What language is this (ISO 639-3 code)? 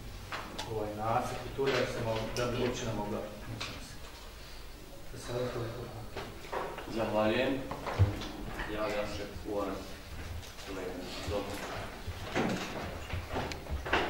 hrv